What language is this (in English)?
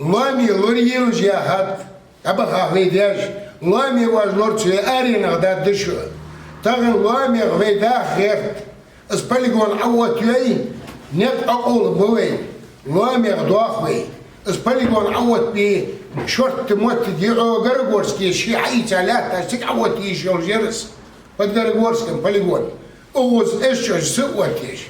Ingush